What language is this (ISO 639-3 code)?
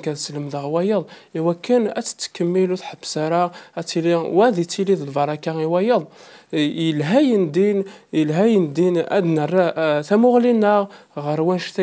kab